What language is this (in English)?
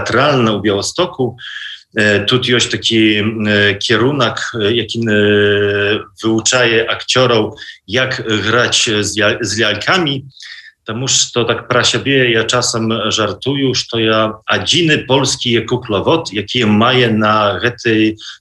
Belarusian